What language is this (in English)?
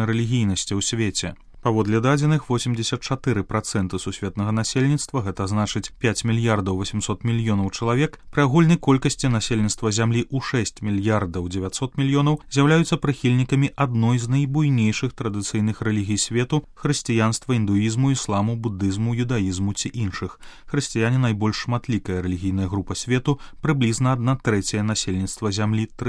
Belarusian